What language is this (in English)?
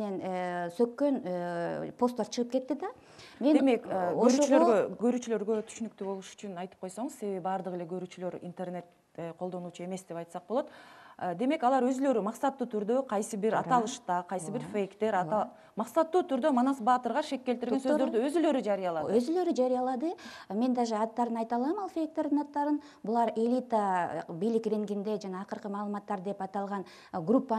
Kyrgyz